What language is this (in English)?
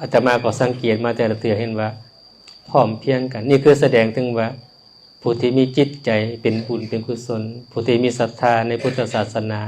Lao